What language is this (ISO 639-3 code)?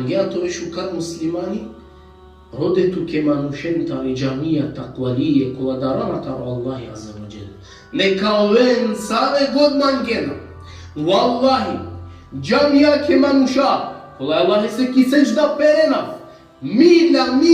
rmn